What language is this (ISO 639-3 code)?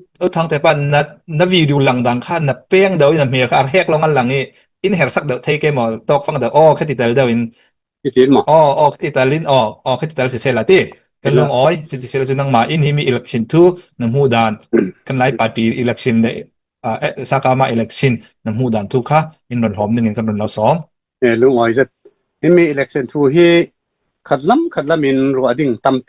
cfm